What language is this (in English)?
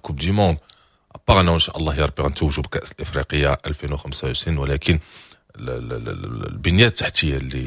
Moroccan Arabic